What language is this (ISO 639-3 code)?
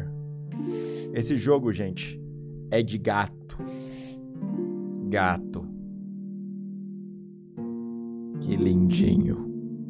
por